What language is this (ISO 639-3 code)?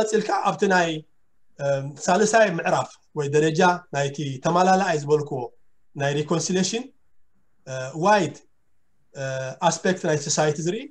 tir